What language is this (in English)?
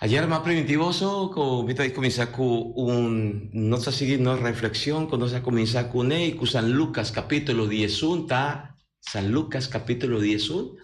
Papiamento